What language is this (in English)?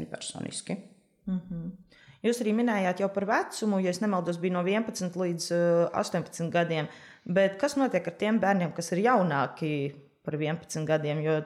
Latvian